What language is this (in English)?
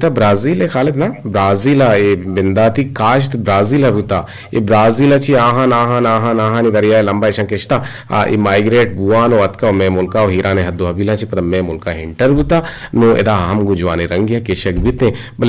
Eastern Balochi